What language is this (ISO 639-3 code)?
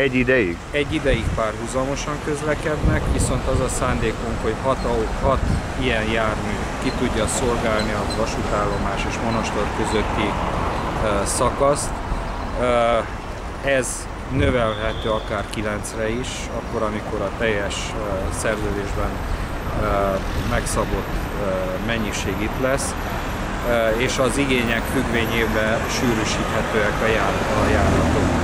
hun